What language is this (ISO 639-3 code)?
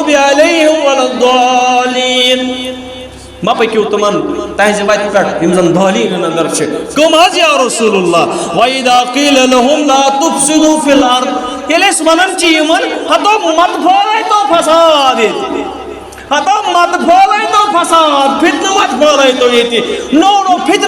kas